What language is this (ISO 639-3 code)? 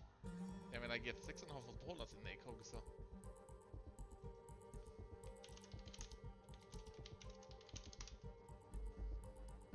swe